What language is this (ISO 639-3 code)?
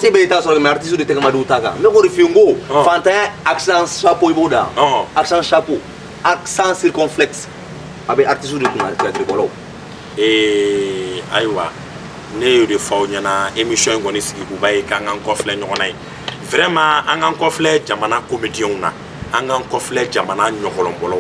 bam